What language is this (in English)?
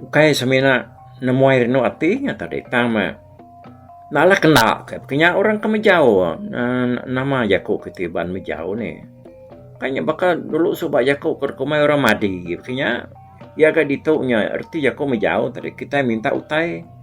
Iban